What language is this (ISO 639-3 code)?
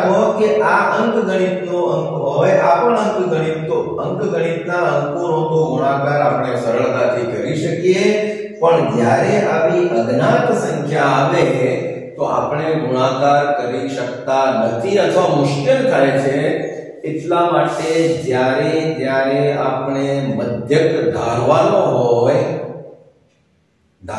guj